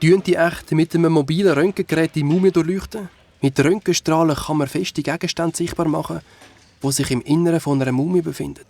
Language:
Swiss German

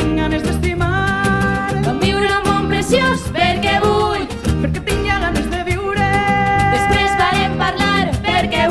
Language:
Catalan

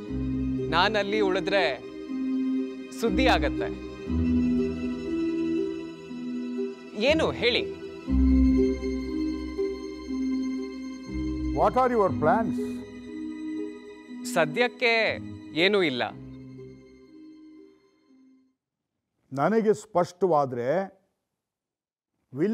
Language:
Kannada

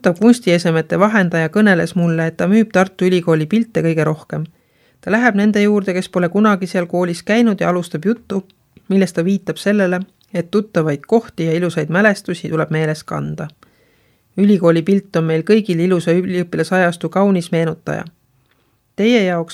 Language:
Estonian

